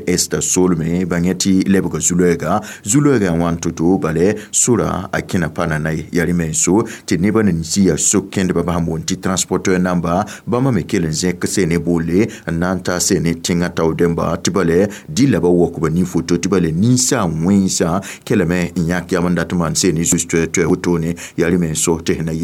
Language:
Mossi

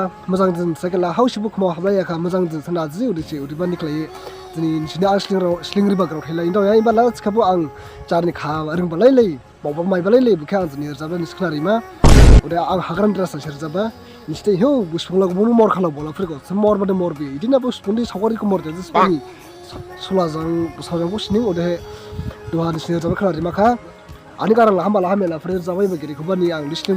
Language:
Dimasa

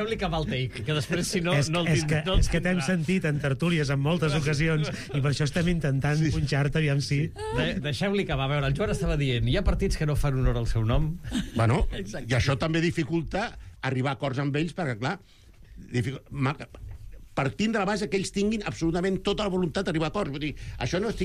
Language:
Catalan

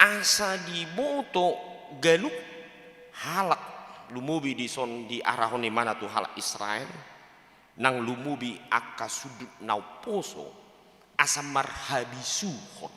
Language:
Batak Toba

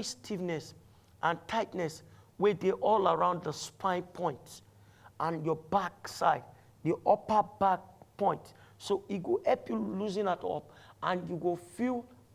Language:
Nigerian Pidgin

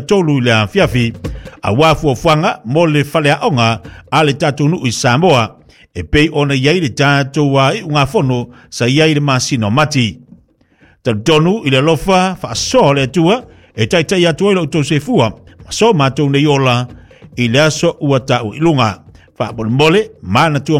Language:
Samoan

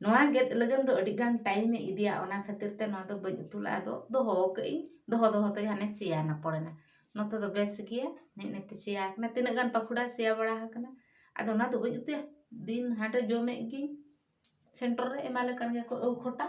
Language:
Santali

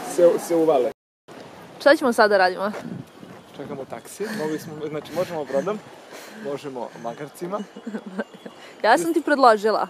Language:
Serbian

